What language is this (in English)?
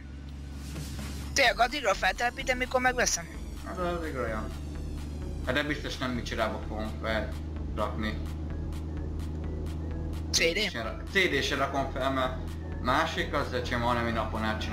Hungarian